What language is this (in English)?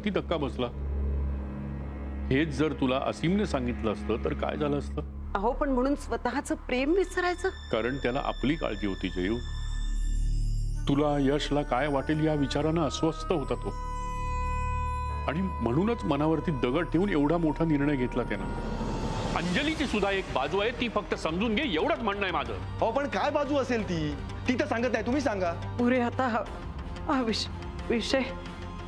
Marathi